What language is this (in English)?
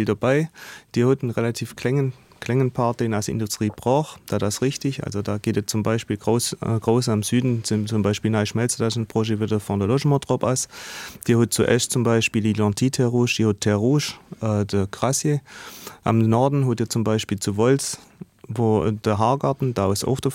Luxembourgish